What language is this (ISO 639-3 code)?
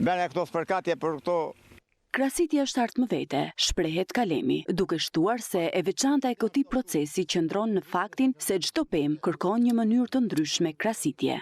sqi